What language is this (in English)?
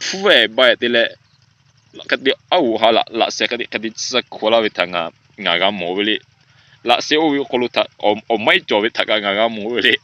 Lahu